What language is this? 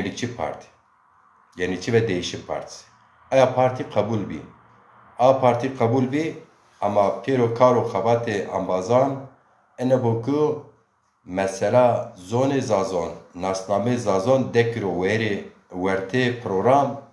Zaza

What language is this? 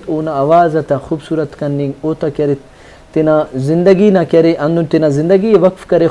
Brahui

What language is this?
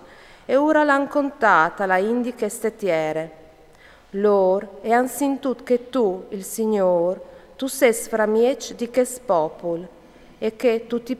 Friulian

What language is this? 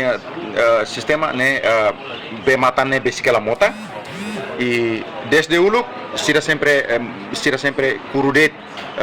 Tetum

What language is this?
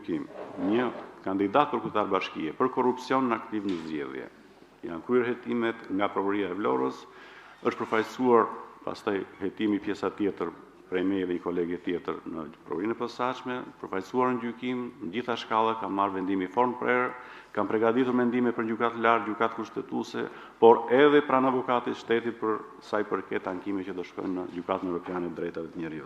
Albanian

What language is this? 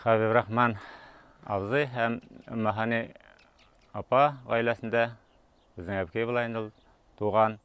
Tatar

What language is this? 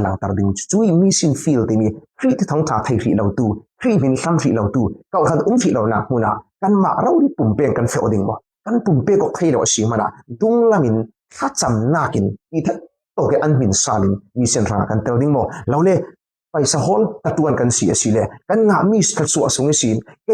Falam Chin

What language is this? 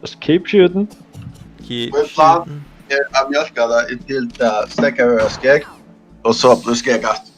Faroese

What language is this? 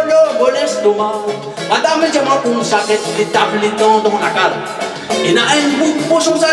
Réunion Creole French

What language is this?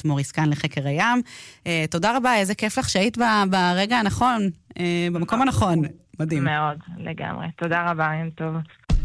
Hebrew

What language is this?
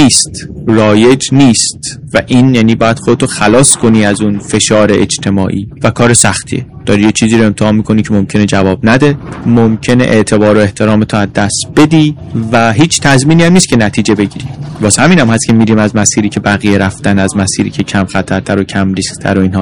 Persian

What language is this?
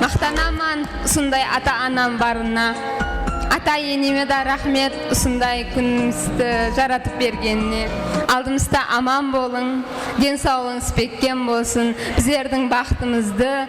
Kara-Kalpak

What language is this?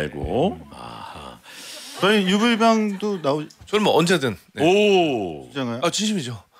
Korean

